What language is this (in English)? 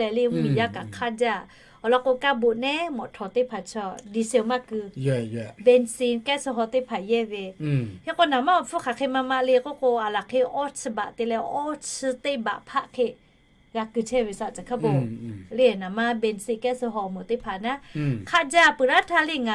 Lahu